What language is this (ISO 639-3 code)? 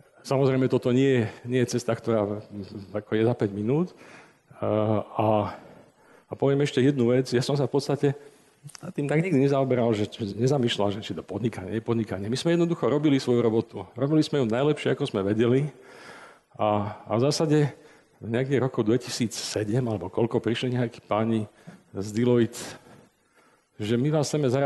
slk